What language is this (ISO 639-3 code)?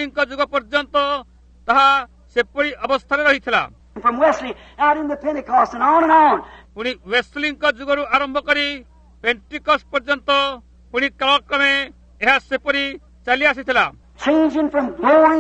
ori